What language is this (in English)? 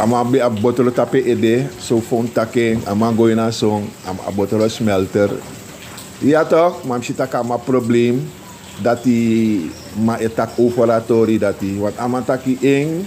Sranan Tongo